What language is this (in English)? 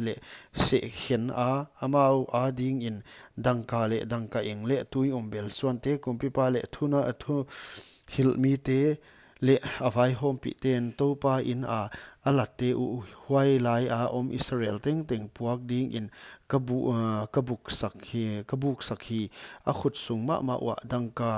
Paite Chin